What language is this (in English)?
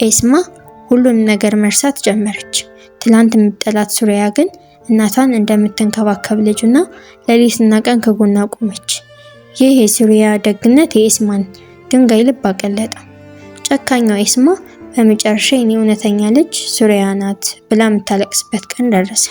Amharic